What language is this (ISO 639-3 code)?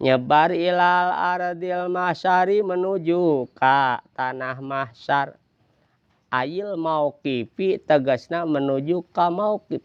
sun